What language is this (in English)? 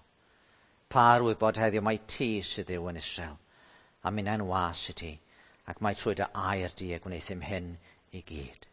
Welsh